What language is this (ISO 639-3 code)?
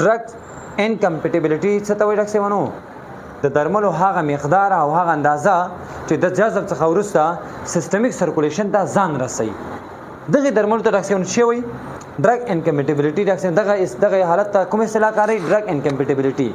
pus